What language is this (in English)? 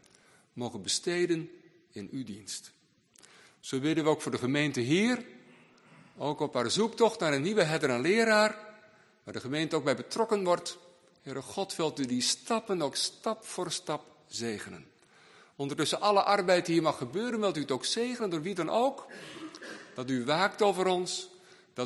Dutch